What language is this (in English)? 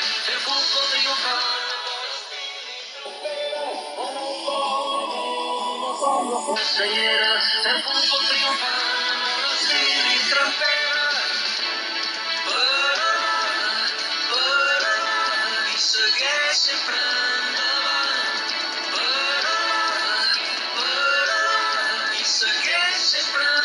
Catalan